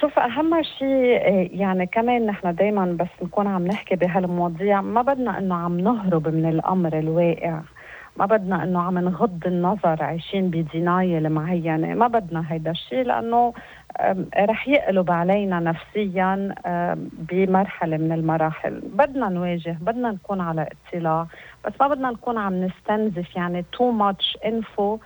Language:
North Levantine Arabic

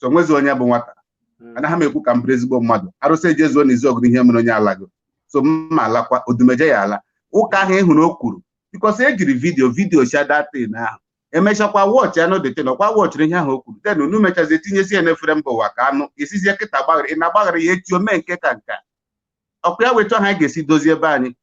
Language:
Igbo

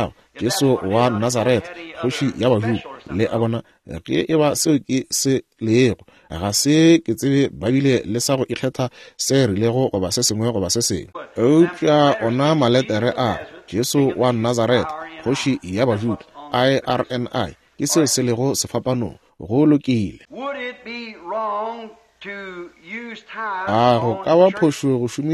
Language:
Northern Sotho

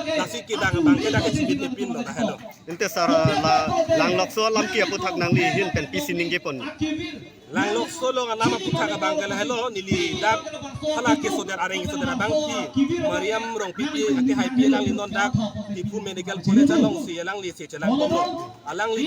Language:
Karbi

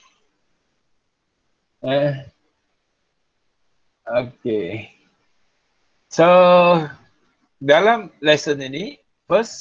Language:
Malay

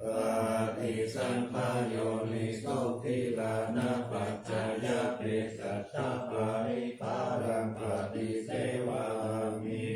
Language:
Pali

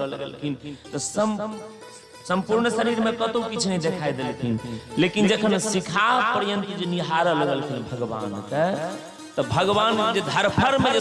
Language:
Maithili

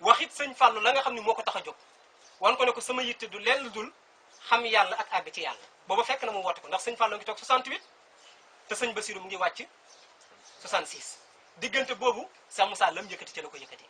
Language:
Wolof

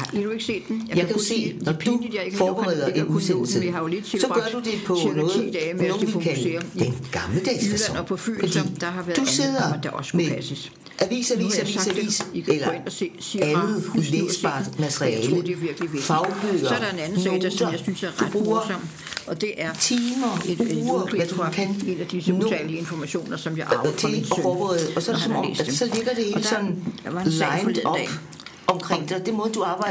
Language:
Danish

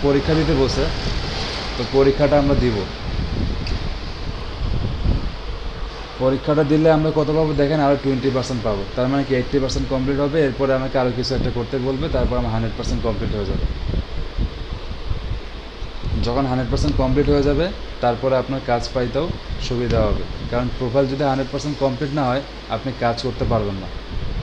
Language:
Bangla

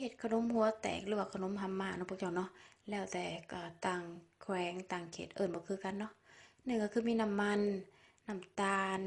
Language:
Lao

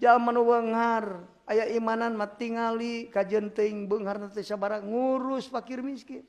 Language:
Sundanese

